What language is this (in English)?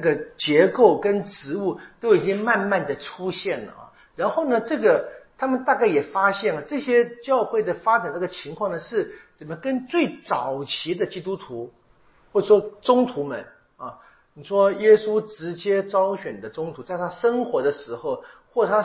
Chinese